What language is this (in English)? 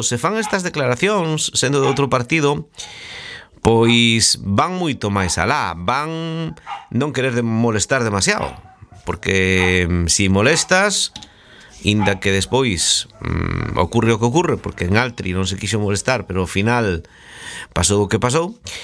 Galician